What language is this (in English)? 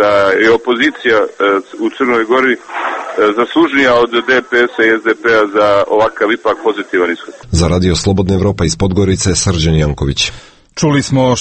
Serbian